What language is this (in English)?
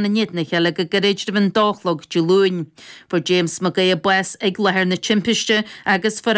Irish